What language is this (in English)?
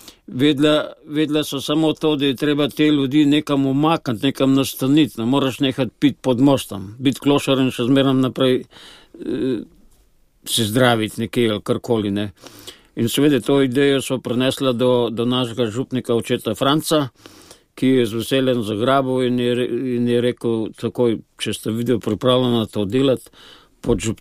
Slovenian